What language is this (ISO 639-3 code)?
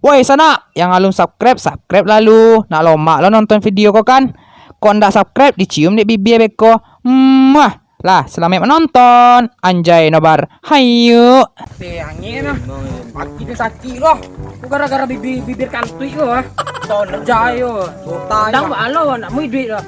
min